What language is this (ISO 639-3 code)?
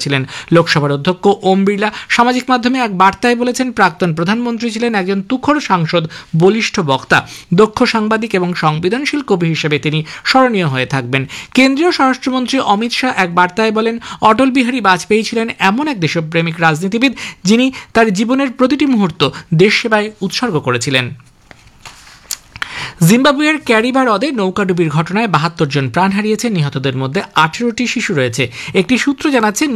ben